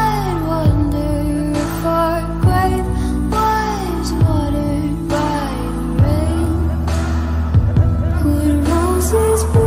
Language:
English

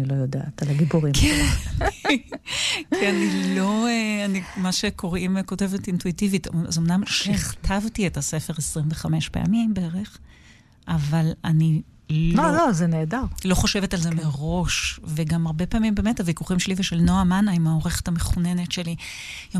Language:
Hebrew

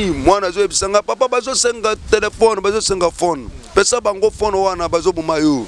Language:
Lingala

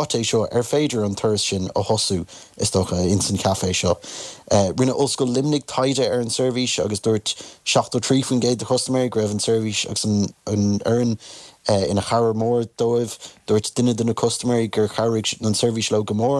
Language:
Irish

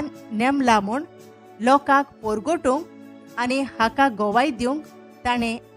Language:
Konkani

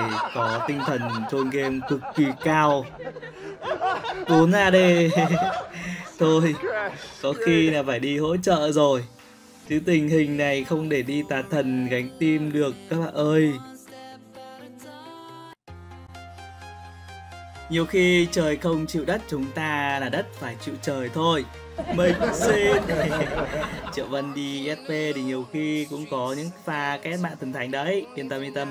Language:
Vietnamese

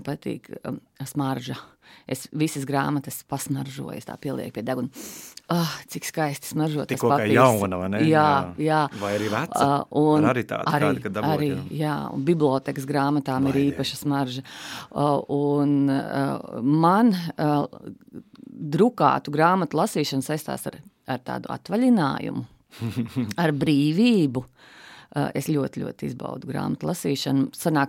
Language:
Latvian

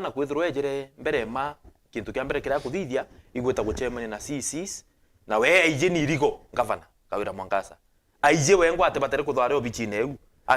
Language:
Meru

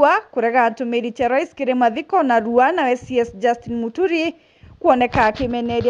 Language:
Meru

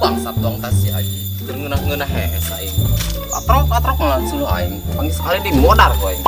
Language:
Sundanese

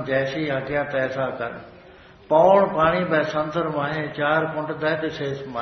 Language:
Punjabi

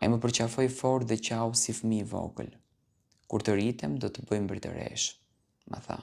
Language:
Albanian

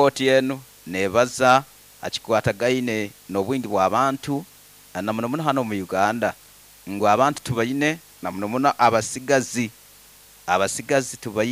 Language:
Nyoro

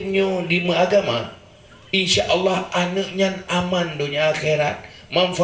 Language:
Achinese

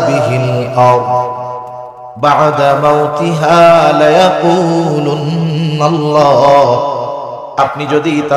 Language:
Bangla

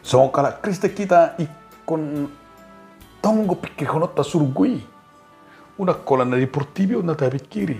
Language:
Batak Toba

